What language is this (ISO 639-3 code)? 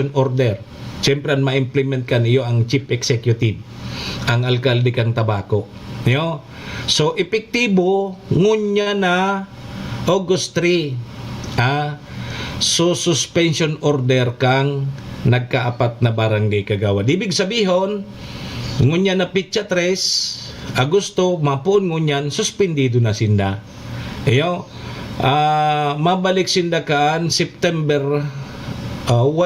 bik